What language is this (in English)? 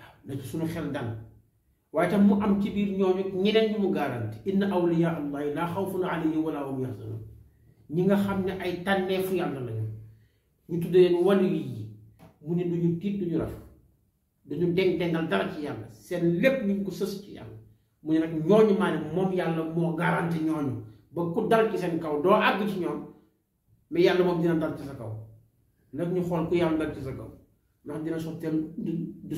Wolof